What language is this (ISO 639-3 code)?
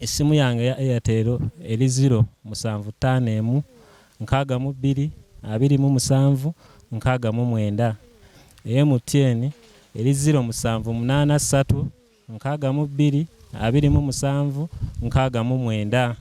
lug